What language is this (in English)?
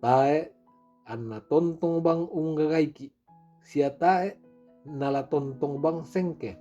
Toraja-Sa'dan